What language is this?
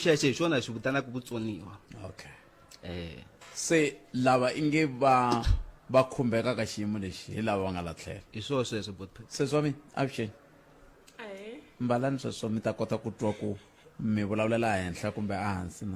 Tsonga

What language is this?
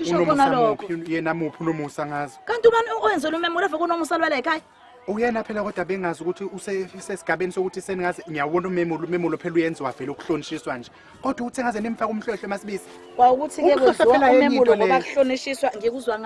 Zulu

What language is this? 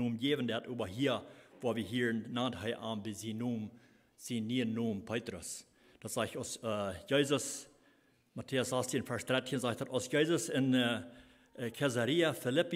Plautdietsch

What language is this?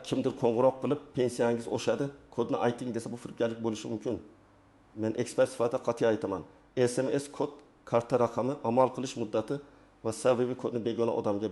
Uzbek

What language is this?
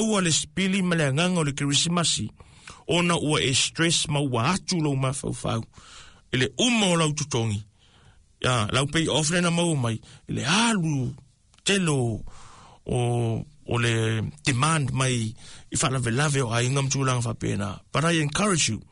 Samoan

